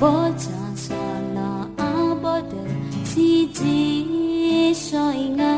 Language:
Akha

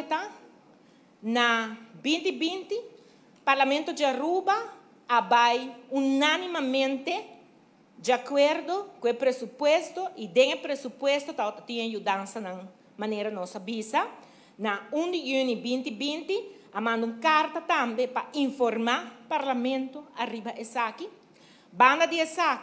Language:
Papiamento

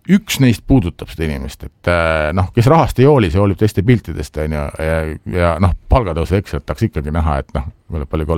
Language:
Estonian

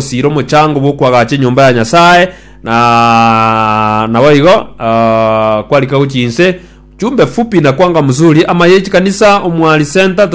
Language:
Gusii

